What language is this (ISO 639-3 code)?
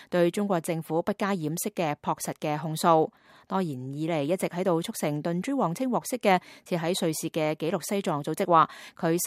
yue